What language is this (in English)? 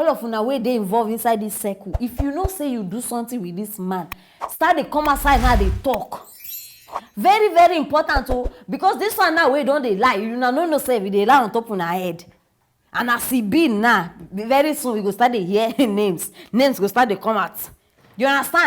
Nigerian Pidgin